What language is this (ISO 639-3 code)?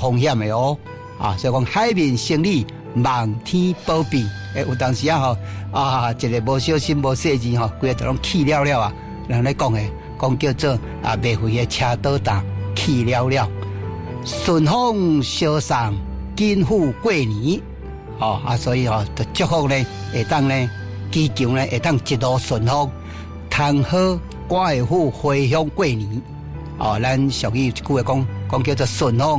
nan